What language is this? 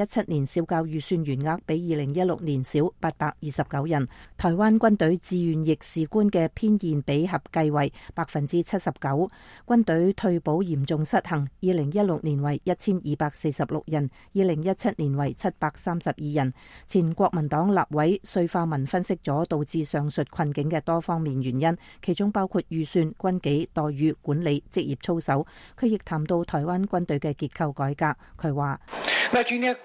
Cantonese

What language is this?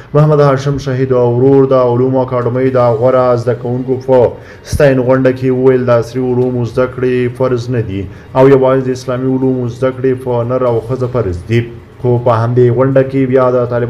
Pashto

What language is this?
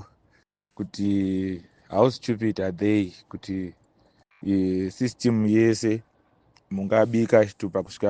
Shona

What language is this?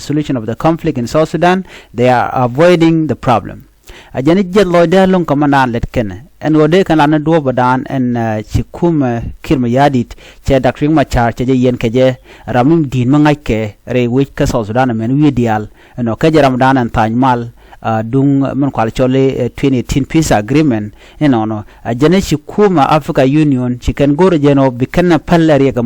Nuer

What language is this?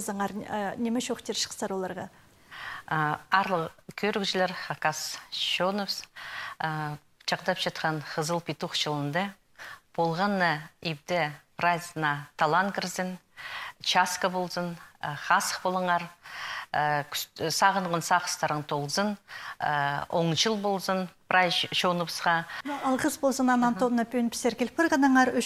Khakas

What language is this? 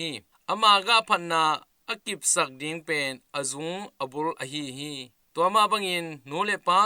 Tedim Chin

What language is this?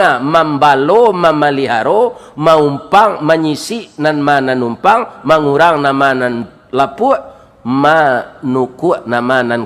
Minangkabau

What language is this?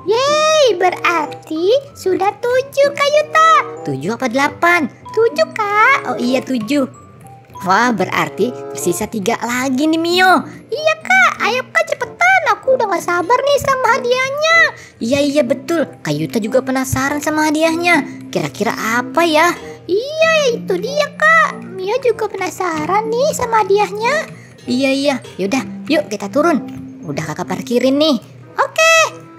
Indonesian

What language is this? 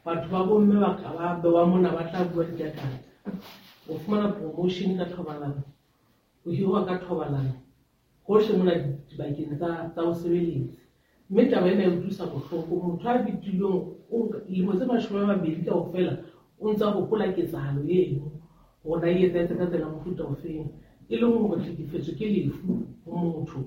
Southern Sotho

